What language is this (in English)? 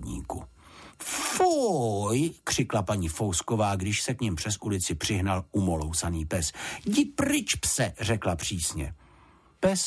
Czech